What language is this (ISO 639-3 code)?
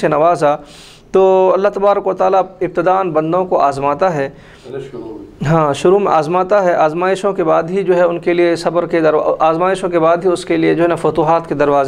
urd